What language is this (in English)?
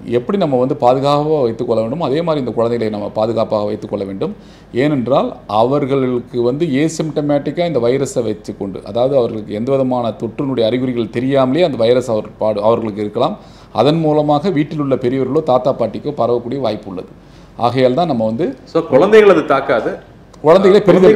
Tamil